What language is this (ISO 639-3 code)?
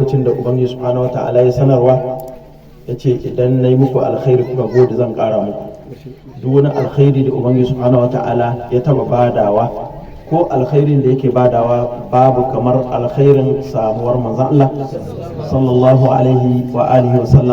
hau